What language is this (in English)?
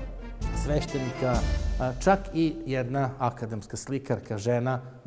Serbian